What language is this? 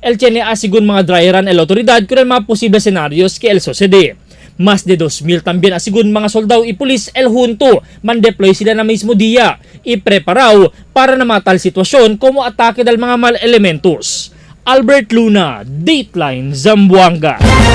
Chavacano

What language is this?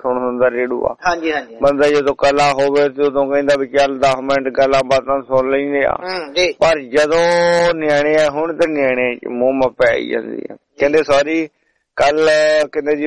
Punjabi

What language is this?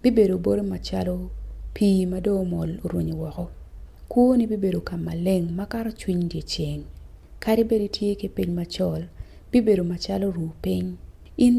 Acoli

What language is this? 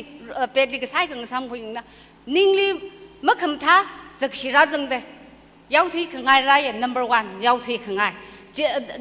Tangkhul Naga (India)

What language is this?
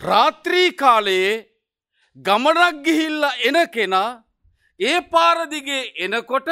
Sinhala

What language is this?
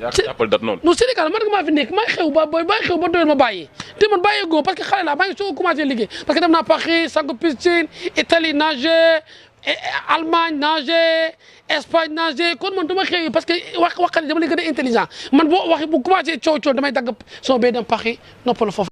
Wolof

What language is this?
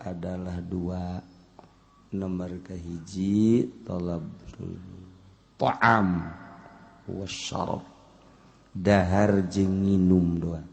Sundanese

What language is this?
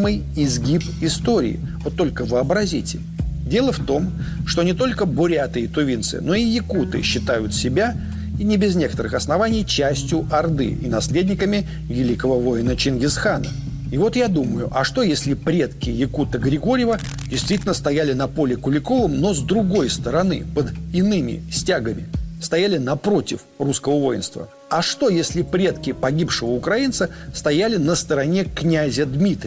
Russian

